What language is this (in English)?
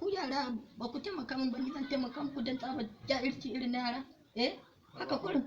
Hausa